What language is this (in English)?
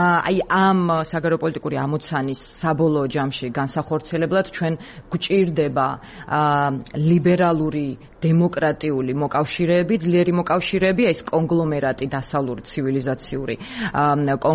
Georgian